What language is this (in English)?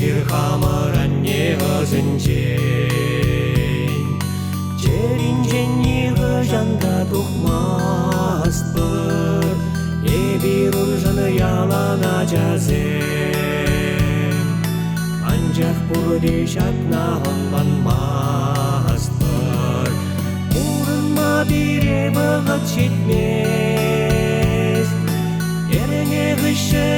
Chuvash